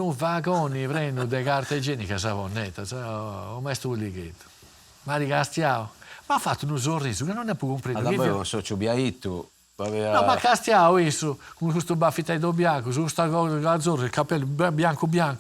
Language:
Sardinian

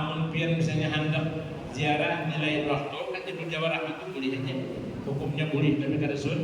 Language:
Banjar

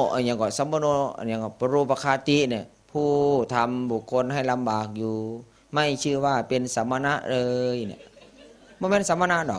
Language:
Northeastern Thai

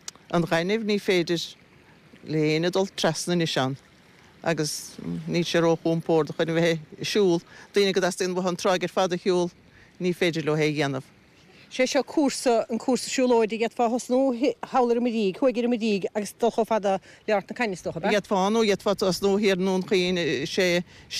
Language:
Irish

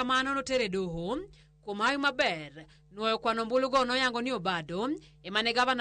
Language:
Luo (Kenya and Tanzania)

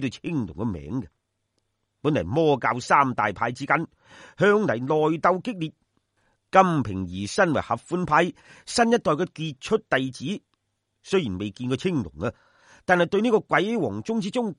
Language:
Cantonese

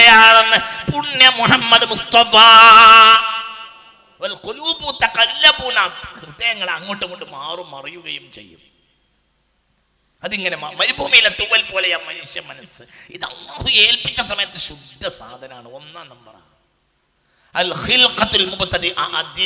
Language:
Malayalam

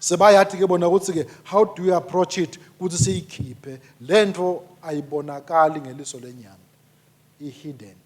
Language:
Swati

